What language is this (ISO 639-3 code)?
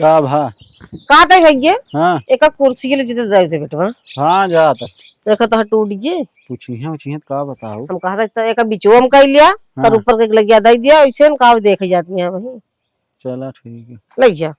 awa